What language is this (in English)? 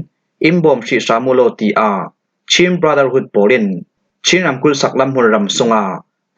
Falam Chin